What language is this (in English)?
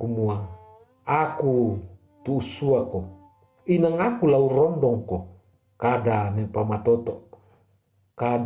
Toraja-Sa'dan